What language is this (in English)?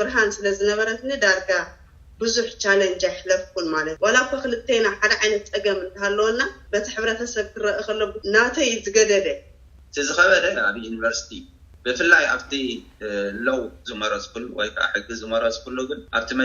Tigrinya